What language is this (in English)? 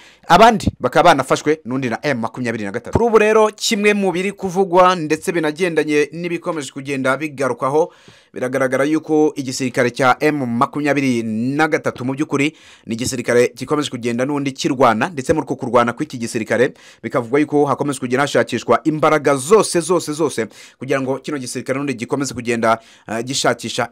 Kinyarwanda